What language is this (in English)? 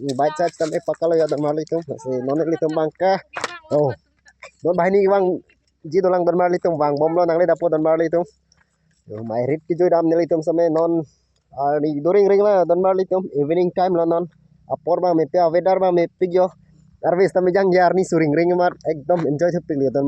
Karbi